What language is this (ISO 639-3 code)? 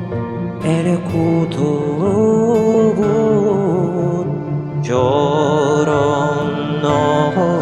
sah